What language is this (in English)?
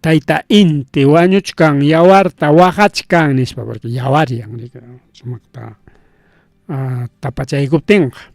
Ayacucho Quechua